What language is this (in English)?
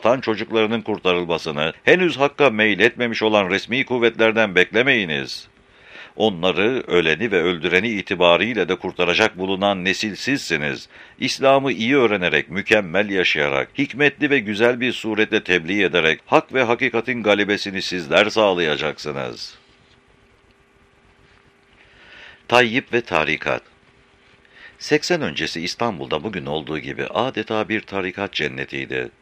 Turkish